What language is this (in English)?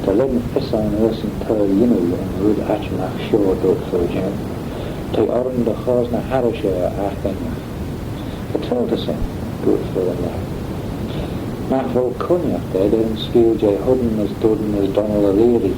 Manx